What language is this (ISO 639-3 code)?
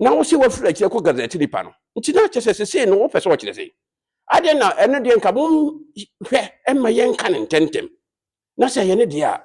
aka